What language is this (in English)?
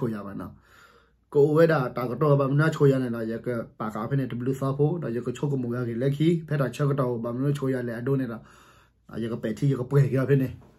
S'gaw Karen